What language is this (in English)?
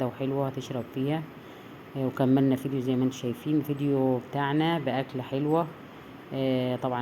Egyptian Arabic